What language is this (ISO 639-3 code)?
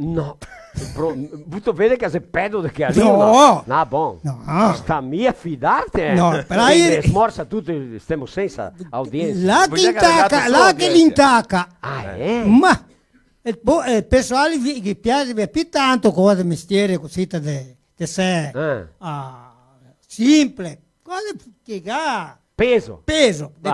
vec